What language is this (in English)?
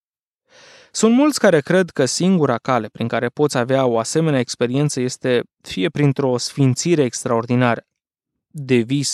Romanian